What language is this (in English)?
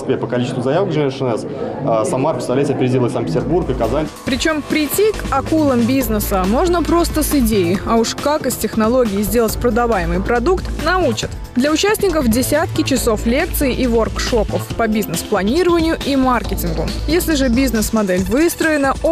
Russian